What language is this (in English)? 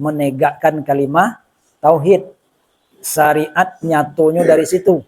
Minangkabau